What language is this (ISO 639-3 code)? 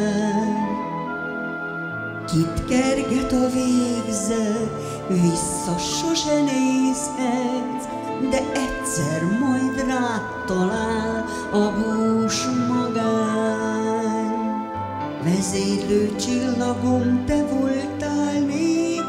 hun